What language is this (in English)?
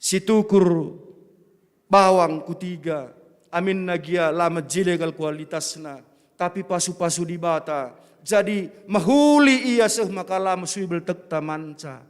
Batak Karo